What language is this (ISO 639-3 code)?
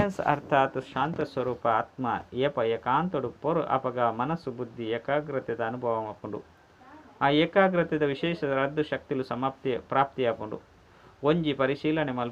tcy